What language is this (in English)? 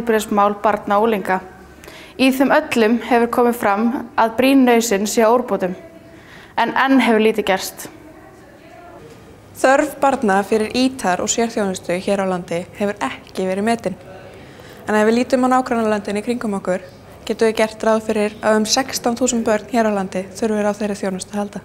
Icelandic